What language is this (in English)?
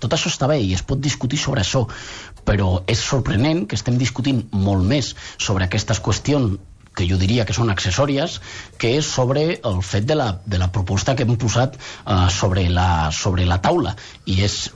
Catalan